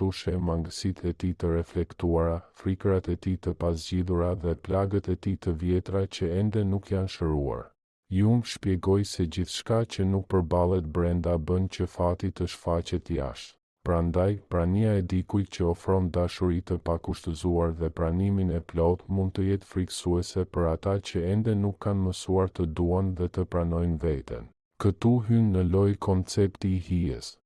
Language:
Albanian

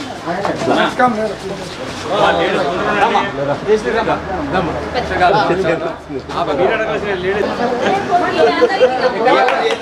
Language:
Telugu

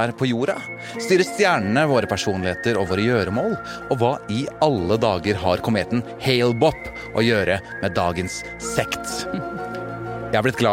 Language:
Norwegian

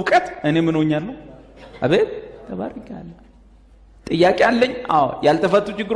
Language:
Amharic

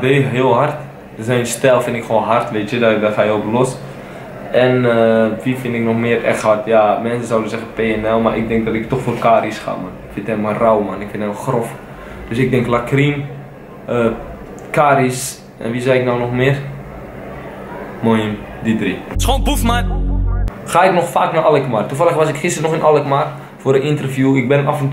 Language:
Dutch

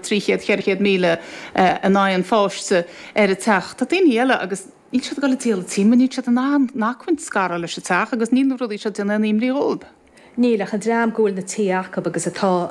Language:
Irish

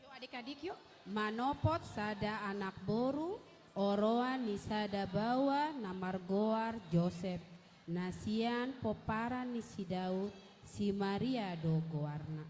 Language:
Batak Toba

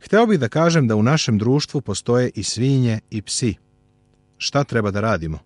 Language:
Serbian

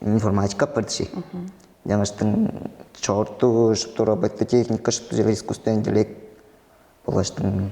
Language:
Tuvinian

